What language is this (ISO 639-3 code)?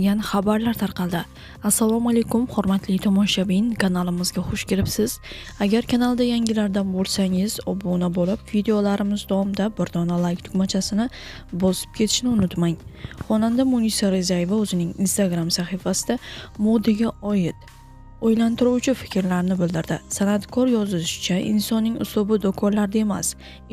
uzb